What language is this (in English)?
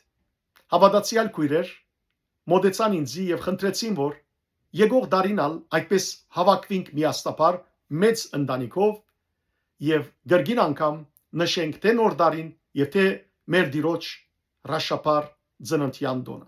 Western Armenian